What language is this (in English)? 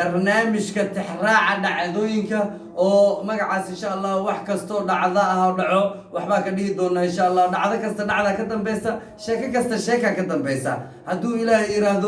Somali